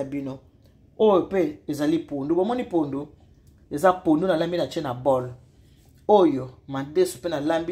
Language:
Lingala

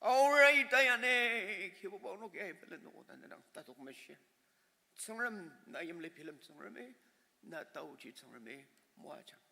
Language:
Ao Naga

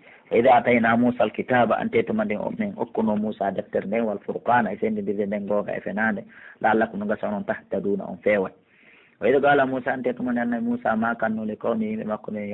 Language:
Pular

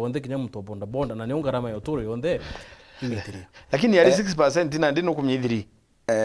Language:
Meru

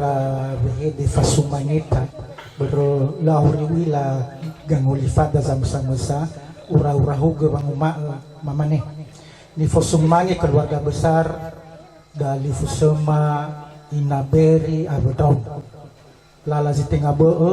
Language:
Nias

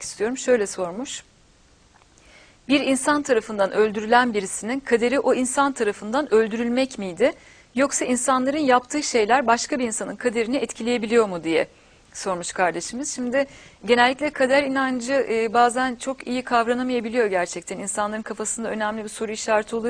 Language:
Turkish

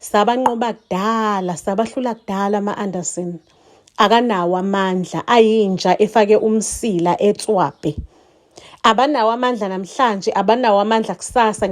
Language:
Zulu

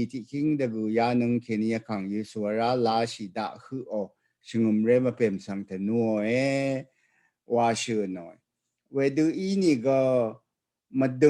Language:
Rawang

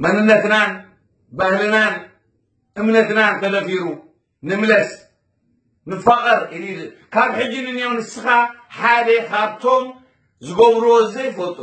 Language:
Tigrinya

